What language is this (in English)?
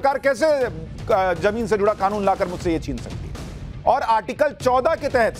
Hindi